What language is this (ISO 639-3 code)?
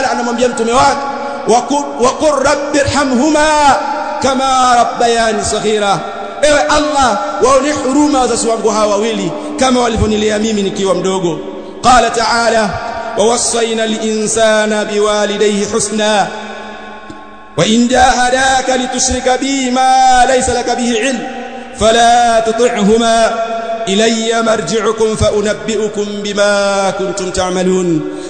swa